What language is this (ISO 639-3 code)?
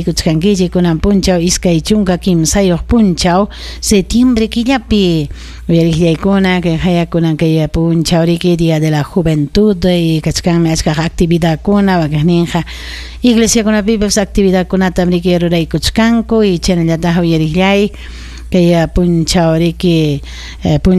quy